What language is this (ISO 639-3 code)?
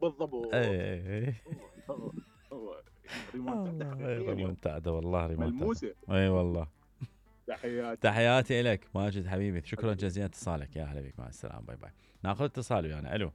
acm